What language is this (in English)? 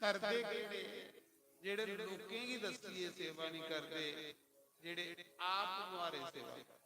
Dogri